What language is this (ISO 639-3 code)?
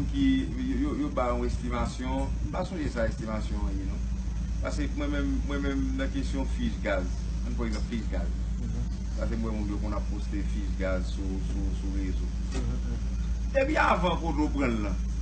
hat